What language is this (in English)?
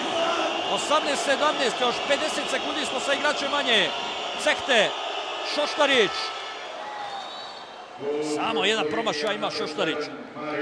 Croatian